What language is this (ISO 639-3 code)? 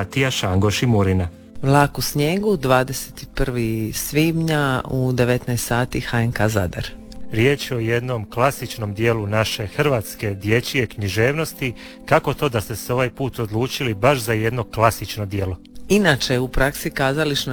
hrv